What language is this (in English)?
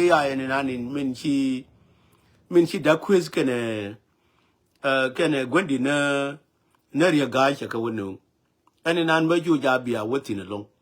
Nuer